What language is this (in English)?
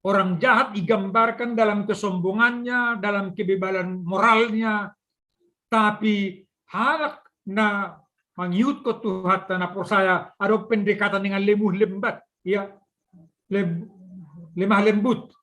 Batak Simalungun